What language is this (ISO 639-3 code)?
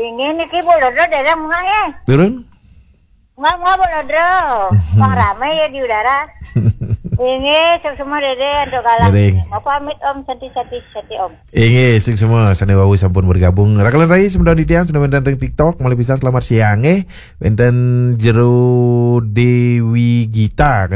ban